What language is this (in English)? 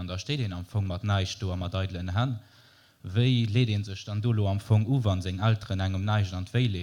Luxembourgish